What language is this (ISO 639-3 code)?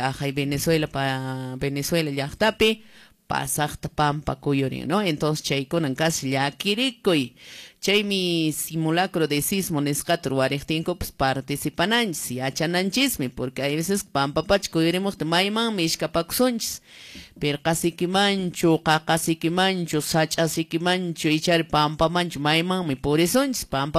que